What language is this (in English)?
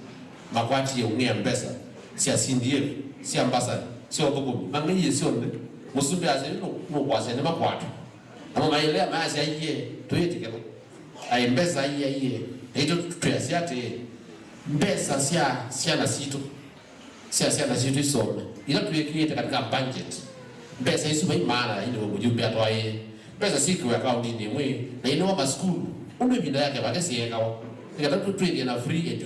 Kamba